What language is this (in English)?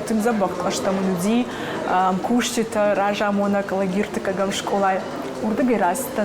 Ossetic